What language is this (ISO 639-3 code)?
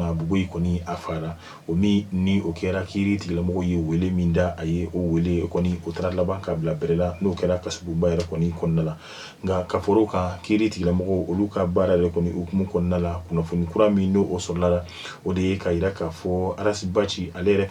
bam